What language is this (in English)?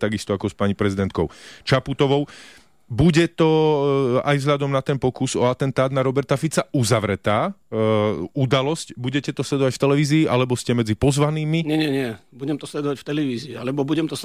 Slovak